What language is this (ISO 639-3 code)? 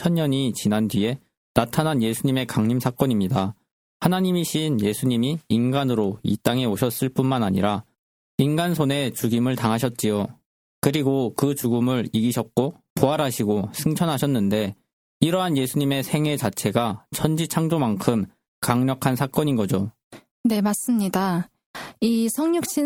kor